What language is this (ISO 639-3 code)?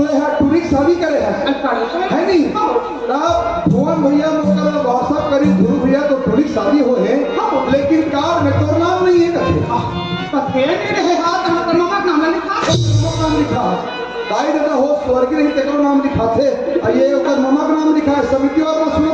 hne